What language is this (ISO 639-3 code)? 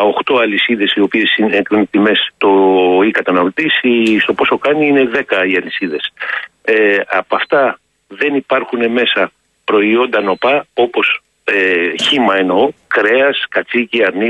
ell